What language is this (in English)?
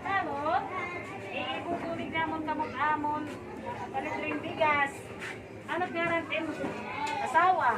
Waray